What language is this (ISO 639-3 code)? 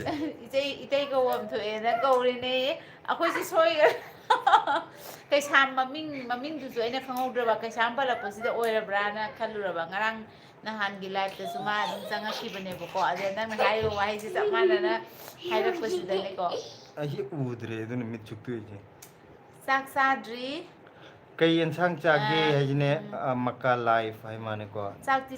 mni